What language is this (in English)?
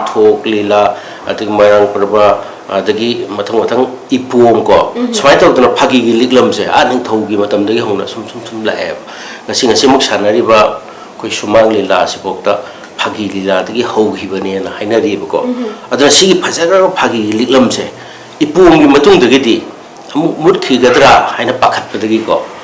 Manipuri